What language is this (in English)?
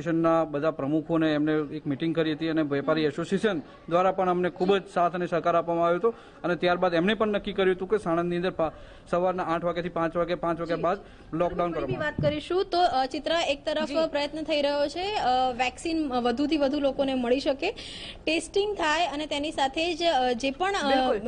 Gujarati